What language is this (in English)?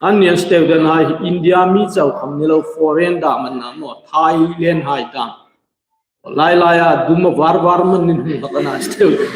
Hmar